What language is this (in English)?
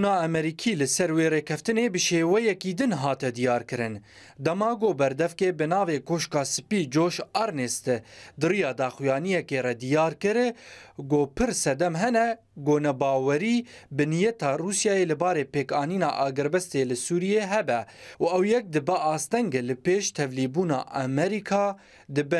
Kurdish